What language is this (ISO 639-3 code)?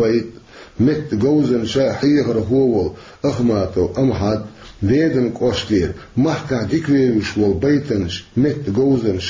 che